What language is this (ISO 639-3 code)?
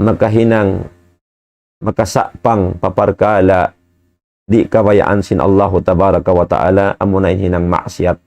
tsg